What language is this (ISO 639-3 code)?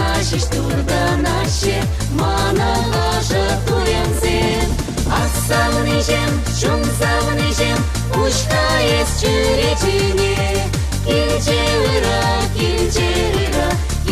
chv